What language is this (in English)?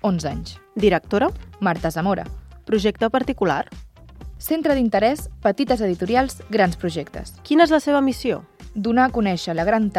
Catalan